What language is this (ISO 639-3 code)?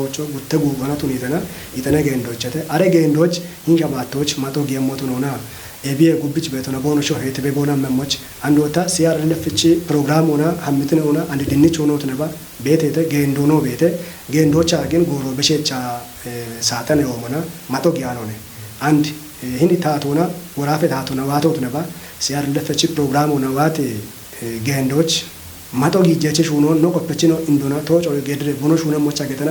kbr